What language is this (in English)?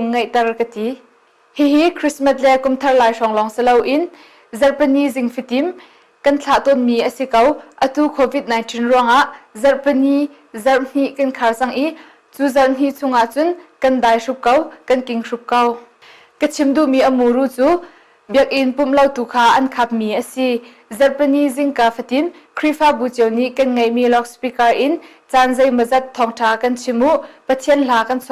Hakha Chin